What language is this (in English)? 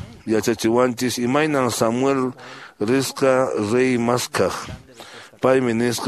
Quechua